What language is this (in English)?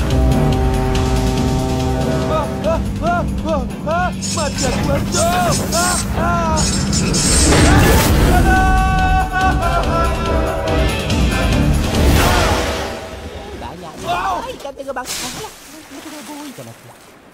Malay